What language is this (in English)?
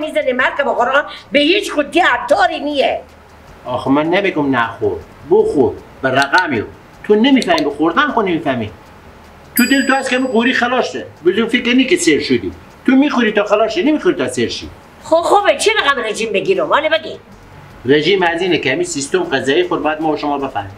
Persian